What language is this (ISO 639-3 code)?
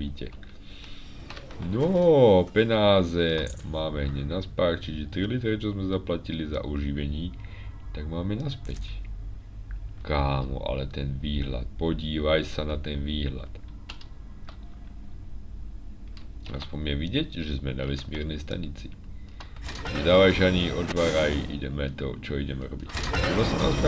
slk